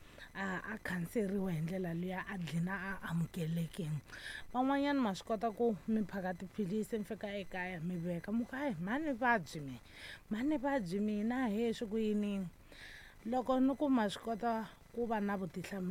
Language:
Tsonga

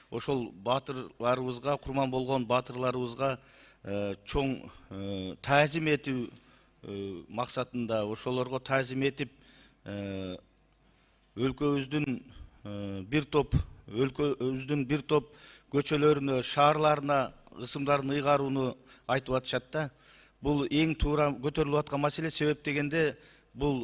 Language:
Kyrgyz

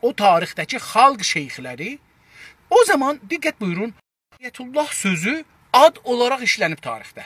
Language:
South Azerbaijani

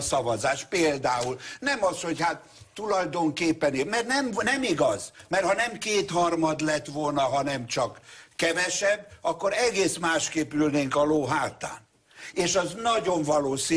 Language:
Hungarian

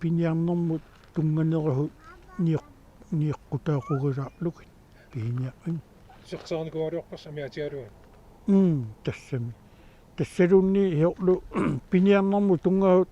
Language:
Kalaallisut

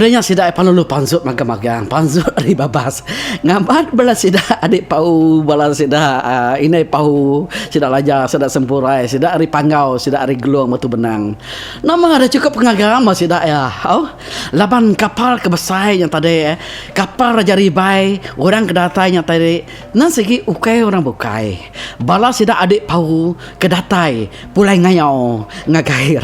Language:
Iban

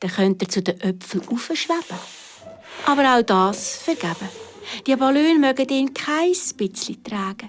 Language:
Swiss German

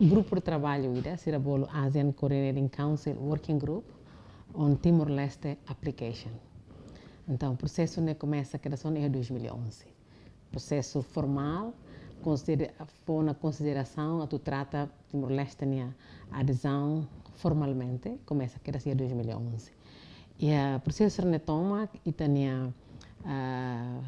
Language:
Tetum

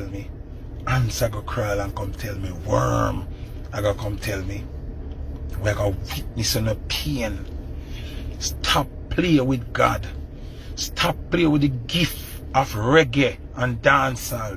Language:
Jamaican Creole English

